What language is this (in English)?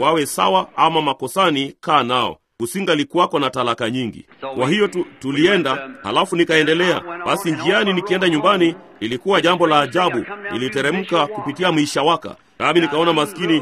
Swahili